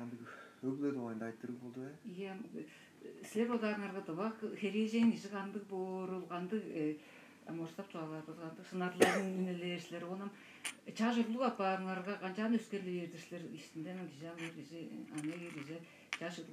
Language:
Tuvinian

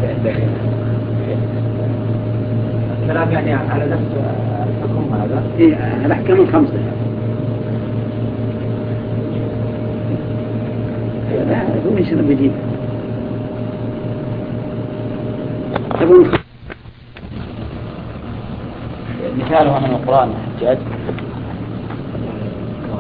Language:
Arabic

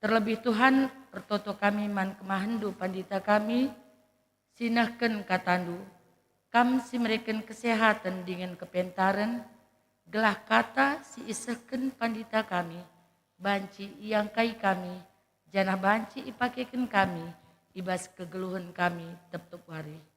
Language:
Batak Karo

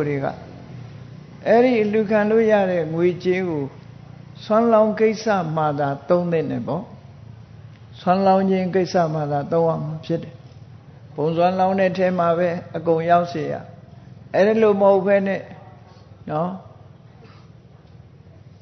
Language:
Burmese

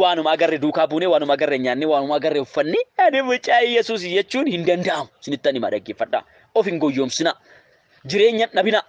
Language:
Oromo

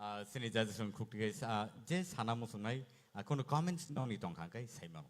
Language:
Kok Borok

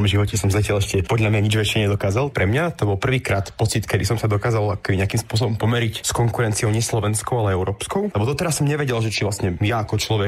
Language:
Slovak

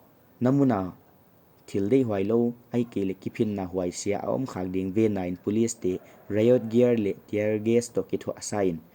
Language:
Paite Chin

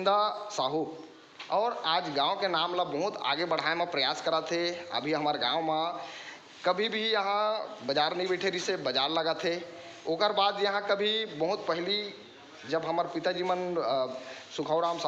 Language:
Chhattisgarhi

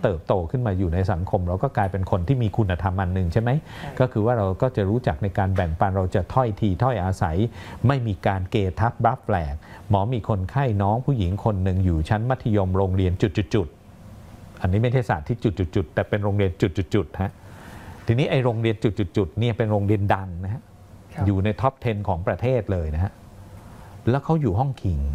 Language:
Thai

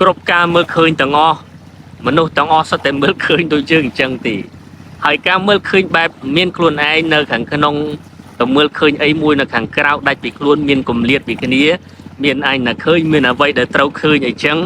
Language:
Khmer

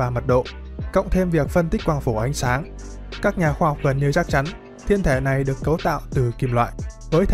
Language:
Vietnamese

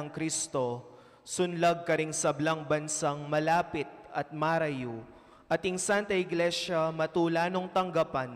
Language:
Pampanga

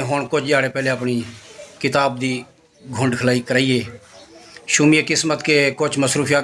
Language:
Saraiki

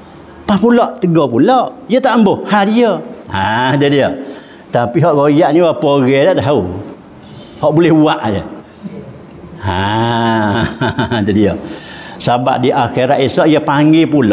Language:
Malay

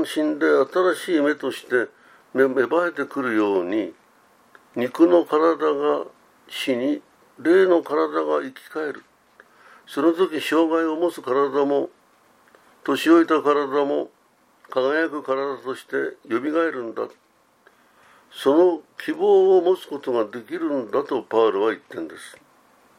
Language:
Japanese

